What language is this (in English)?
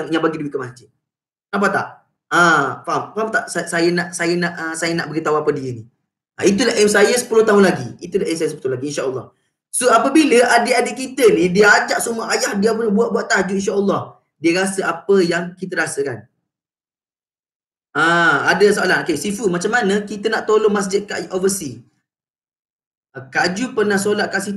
Malay